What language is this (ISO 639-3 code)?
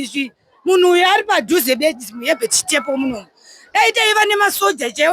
sna